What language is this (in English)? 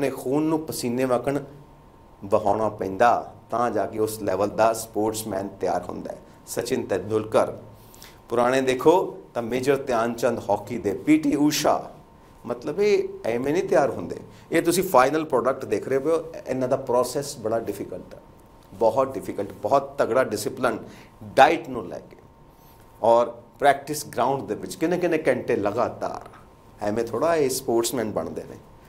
Punjabi